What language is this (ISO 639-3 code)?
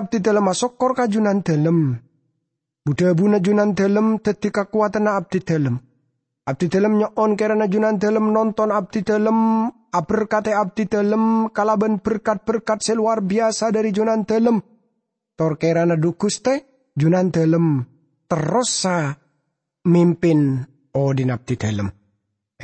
mad